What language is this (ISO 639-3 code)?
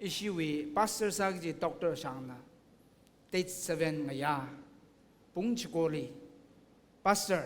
nmf